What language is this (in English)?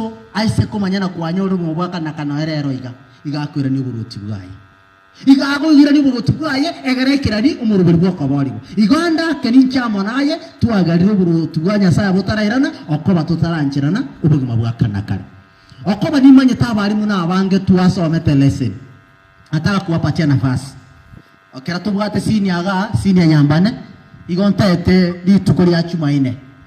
Gusii